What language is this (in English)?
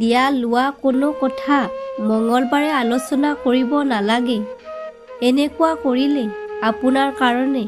Assamese